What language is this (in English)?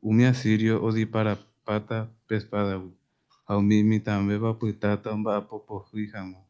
Guarani